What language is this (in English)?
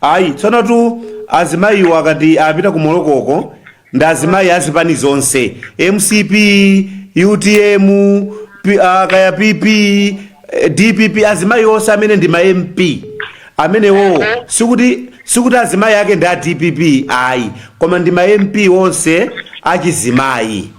Nyanja